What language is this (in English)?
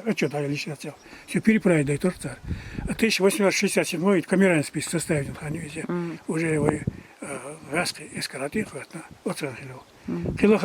Chechen